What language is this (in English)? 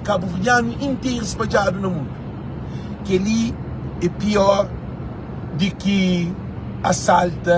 Kabuverdianu